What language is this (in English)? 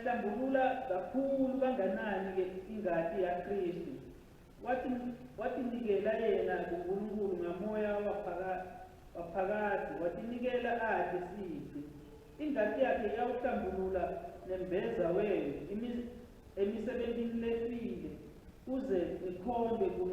Swati